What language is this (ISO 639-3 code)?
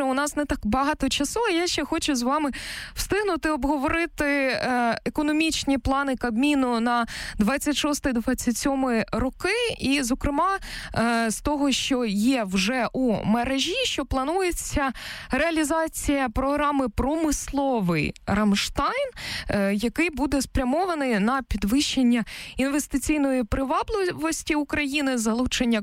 ukr